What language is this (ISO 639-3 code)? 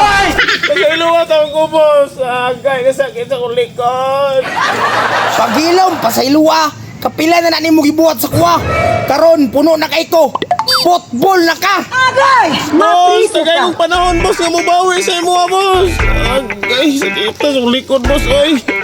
ceb